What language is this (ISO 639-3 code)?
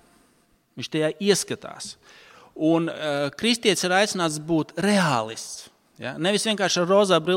lav